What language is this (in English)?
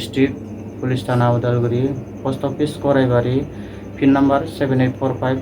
Bodo